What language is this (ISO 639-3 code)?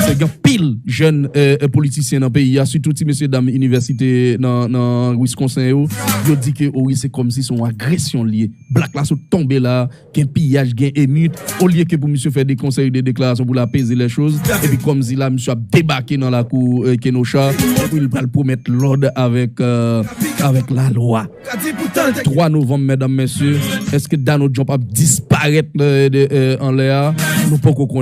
hat